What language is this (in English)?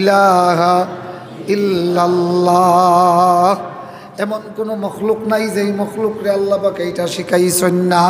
Sylheti